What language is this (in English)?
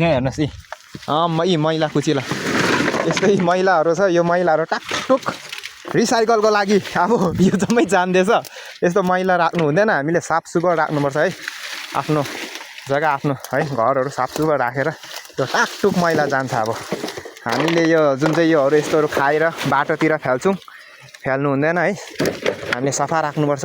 Nepali